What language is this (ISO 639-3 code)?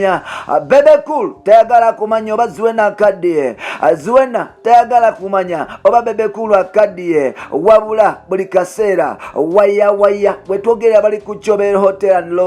lug